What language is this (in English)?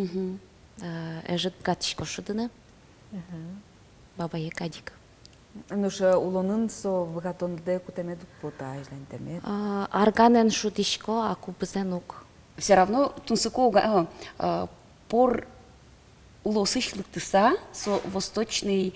Udmurt